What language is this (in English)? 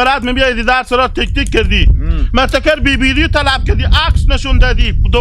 Hazaragi